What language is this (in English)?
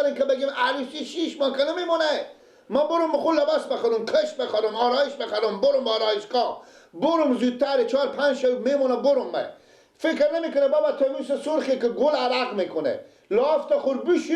Persian